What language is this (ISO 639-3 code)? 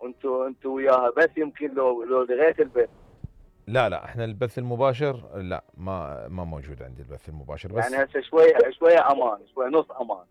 acm